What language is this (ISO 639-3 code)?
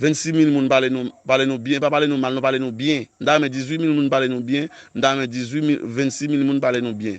hat